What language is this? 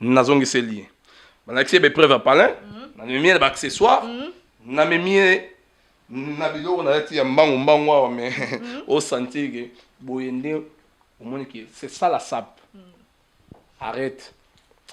Lingala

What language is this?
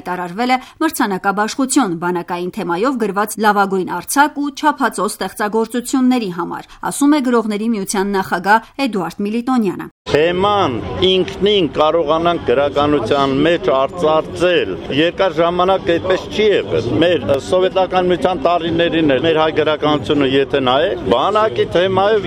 Armenian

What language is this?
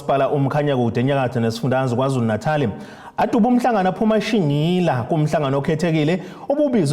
Zulu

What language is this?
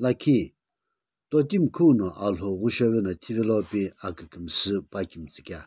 Sumi Naga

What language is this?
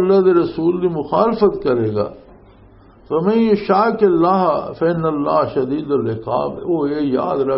Western Panjabi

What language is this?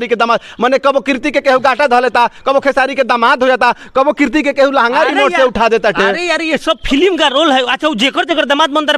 Bhojpuri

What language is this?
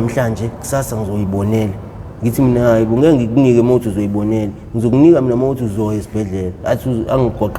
Zulu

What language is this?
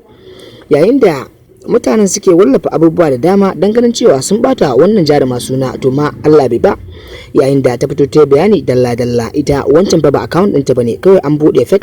Hausa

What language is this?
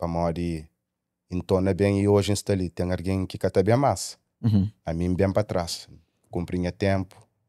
Kabuverdianu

